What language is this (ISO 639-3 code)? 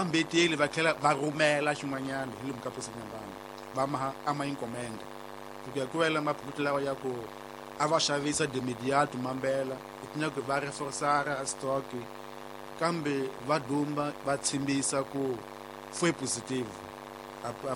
tso